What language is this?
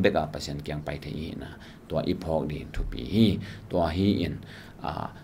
Tedim Chin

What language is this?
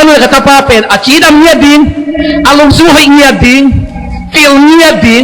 Tedim Chin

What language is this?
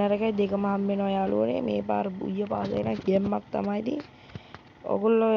Sinhala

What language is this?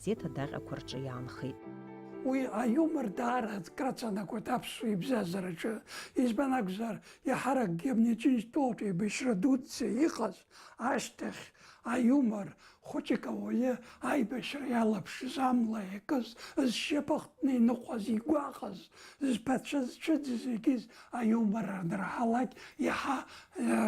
Abkhazian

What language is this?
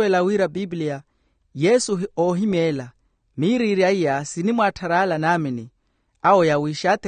Makhuwa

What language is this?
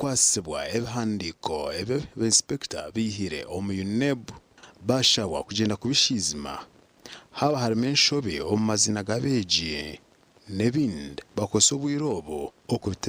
Nyankole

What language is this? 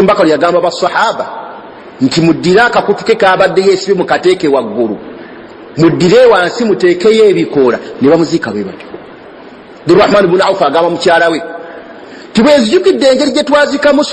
Ganda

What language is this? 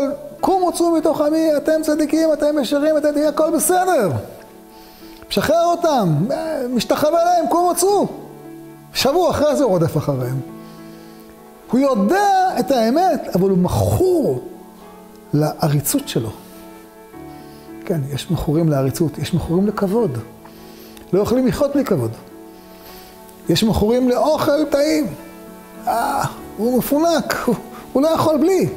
Hebrew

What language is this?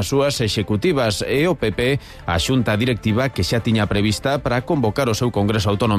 Galician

